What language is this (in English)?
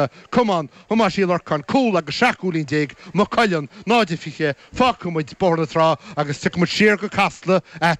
Irish